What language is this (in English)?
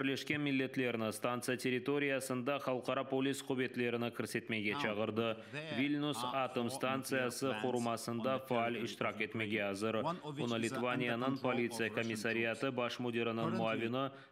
Crimean Tatar